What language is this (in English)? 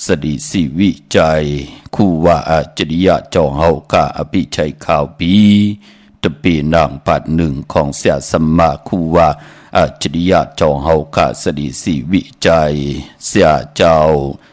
Shan